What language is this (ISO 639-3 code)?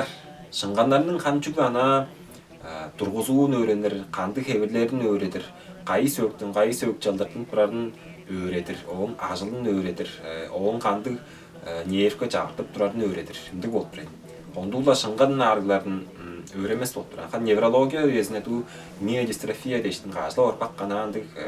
tyv